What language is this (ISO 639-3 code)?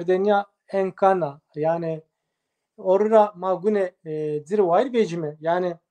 zza